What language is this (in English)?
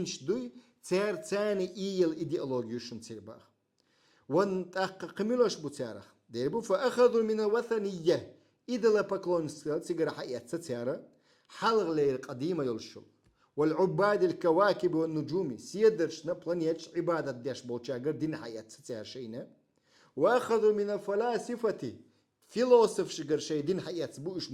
Chechen